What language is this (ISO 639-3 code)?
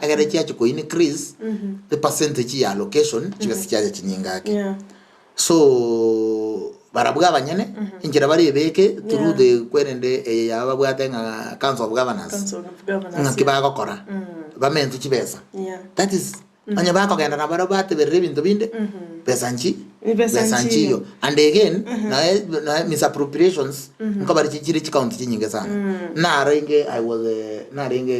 guz